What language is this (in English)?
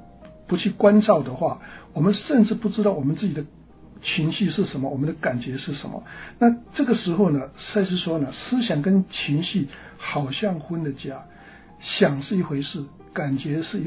Chinese